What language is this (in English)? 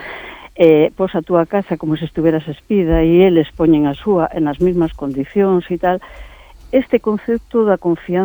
Galician